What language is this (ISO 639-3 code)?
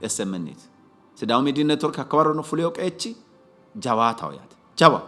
sid